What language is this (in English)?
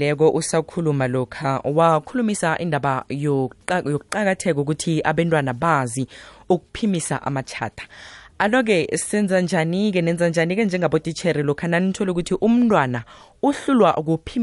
South Ndebele